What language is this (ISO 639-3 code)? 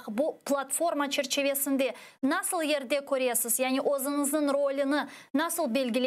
crh